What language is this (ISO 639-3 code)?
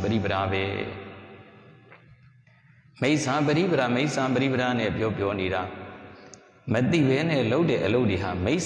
mya